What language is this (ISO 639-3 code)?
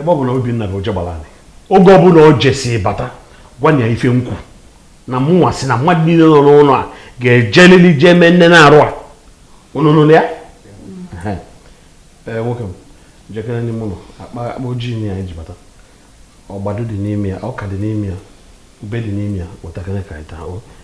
ibo